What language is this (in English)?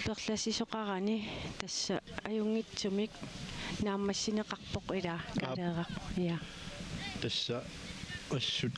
Kalaallisut